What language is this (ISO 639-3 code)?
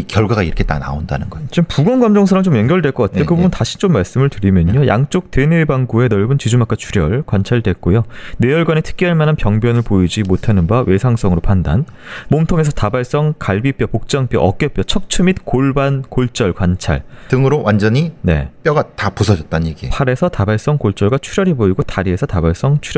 kor